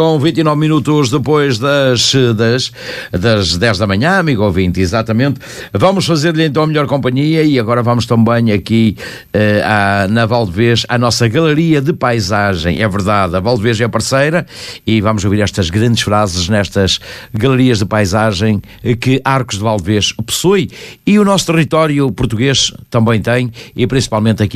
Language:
Portuguese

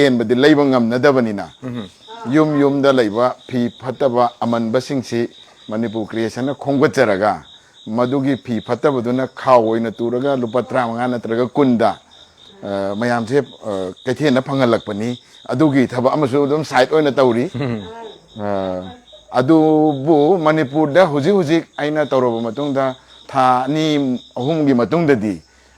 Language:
Manipuri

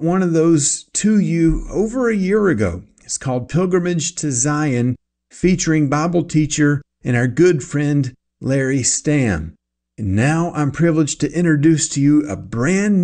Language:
English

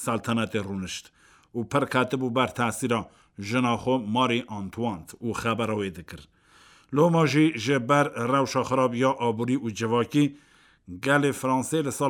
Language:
Kurdish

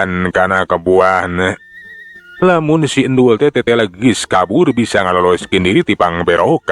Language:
Sundanese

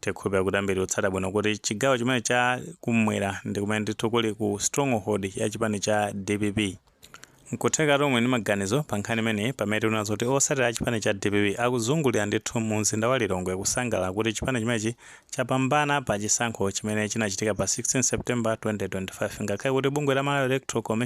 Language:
Nyanja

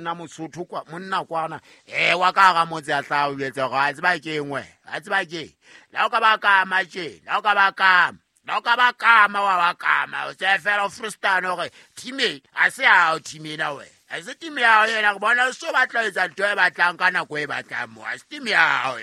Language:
Southern Sotho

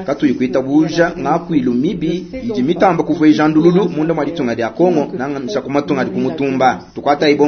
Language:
Luba-Lulua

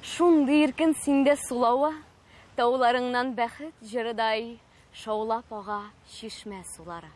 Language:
Tatar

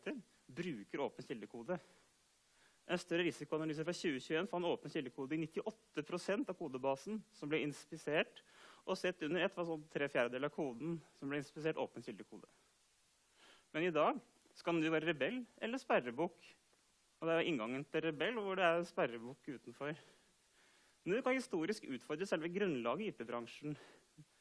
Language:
Norwegian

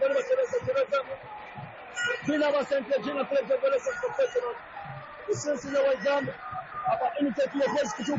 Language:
Swahili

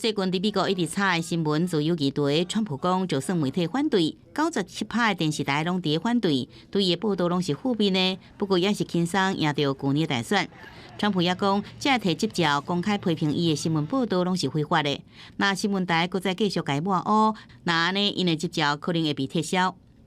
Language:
Min Nan Chinese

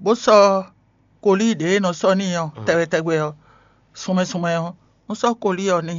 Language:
Fon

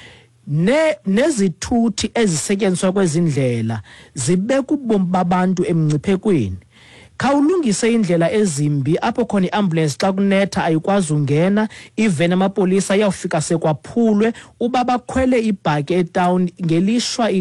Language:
Xhosa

